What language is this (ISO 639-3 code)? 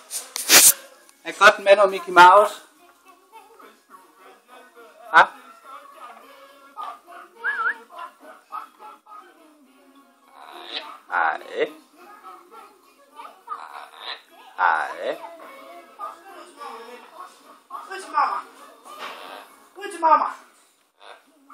dan